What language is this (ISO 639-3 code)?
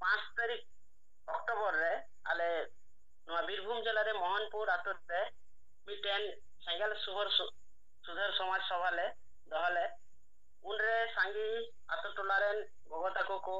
sat